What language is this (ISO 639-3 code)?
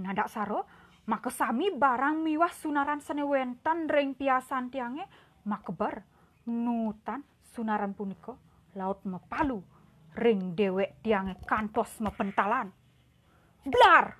ban